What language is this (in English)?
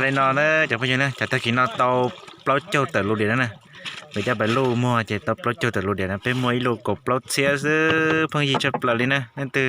Hmong